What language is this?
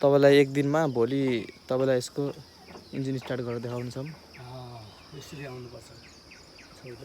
Nepali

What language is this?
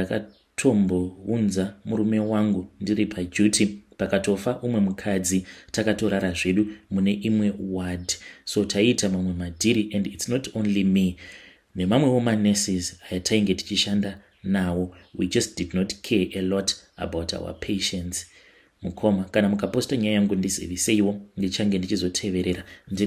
Shona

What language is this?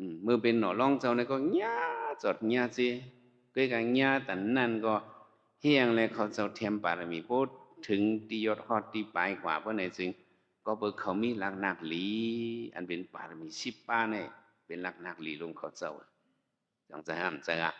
Shan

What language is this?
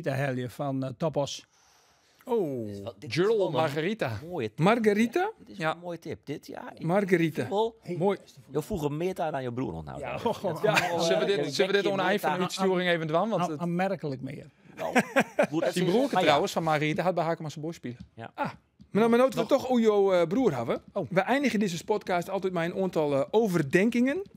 Western Frisian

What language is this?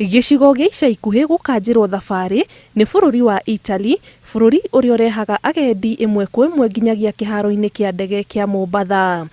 Kikuyu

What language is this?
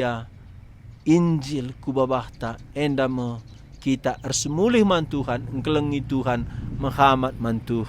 Batak Karo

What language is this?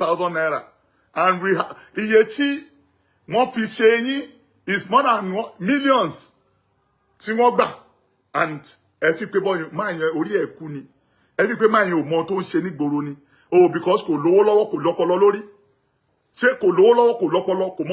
Yoruba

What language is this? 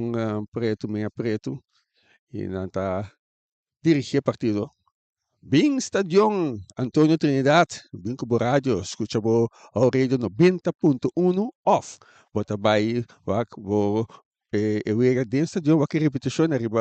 Papiamento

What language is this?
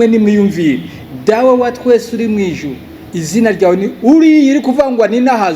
Rundi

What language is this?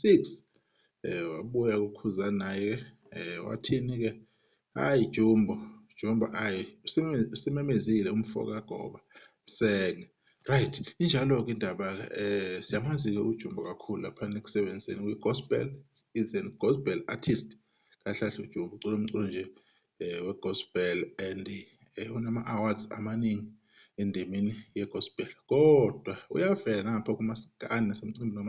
Zulu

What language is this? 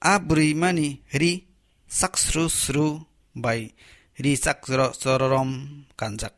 Kok Borok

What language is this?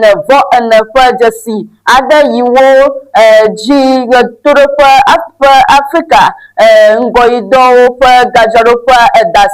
Ewe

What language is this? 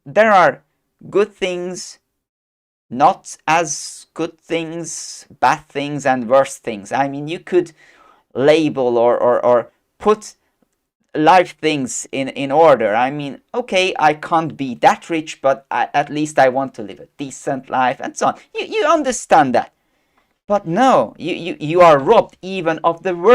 English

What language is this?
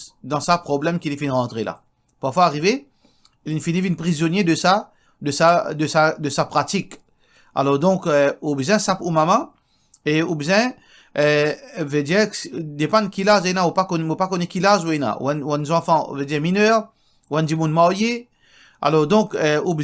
Morisyen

